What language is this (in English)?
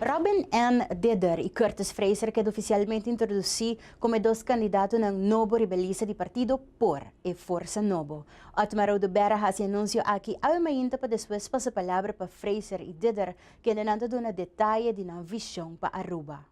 Papiamento